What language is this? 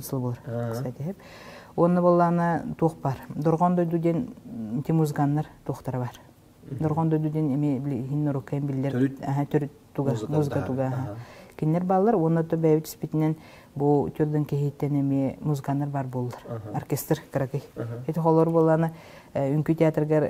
Yakut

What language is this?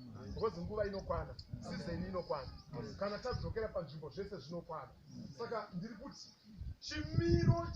Shona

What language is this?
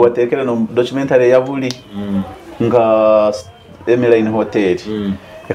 Nyoro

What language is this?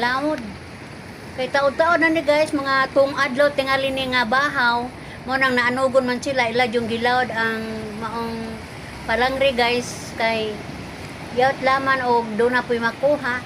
Cebuano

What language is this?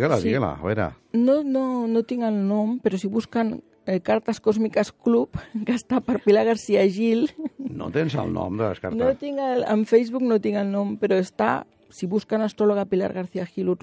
Catalan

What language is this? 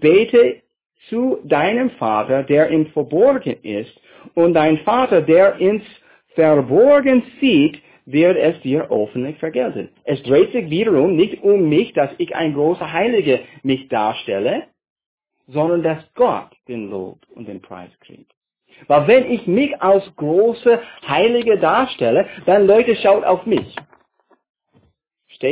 German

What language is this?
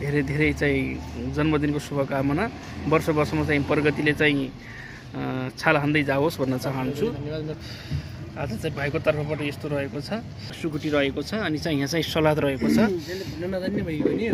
Nepali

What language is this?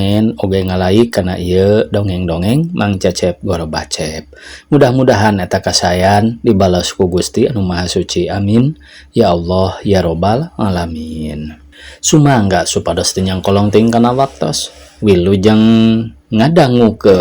Sundanese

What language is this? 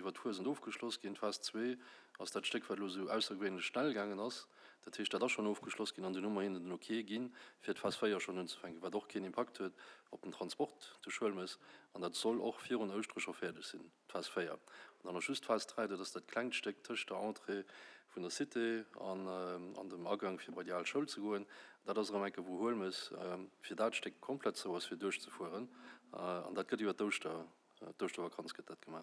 Luxembourgish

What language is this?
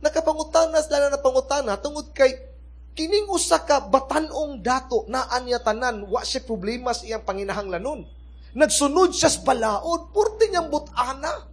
Cebuano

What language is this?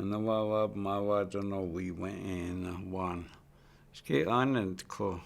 Chippewa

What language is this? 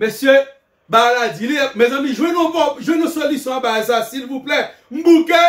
Haitian Creole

